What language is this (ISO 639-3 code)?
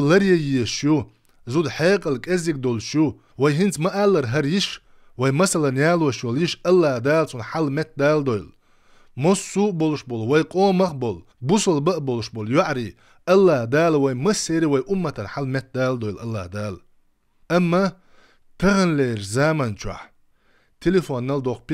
che